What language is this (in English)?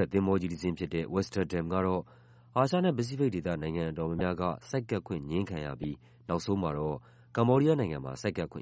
Burmese